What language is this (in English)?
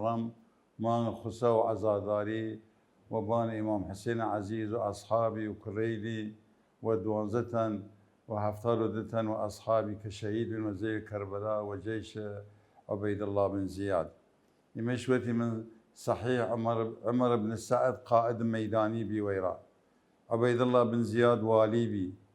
Mesopotamian Arabic